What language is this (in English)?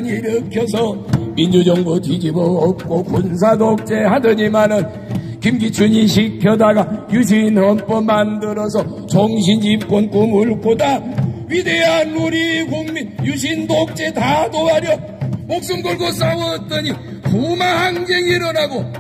Korean